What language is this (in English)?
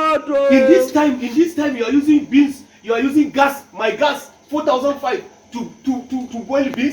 Nigerian Pidgin